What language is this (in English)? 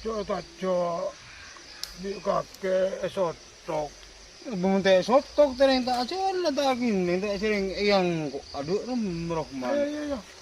Madurese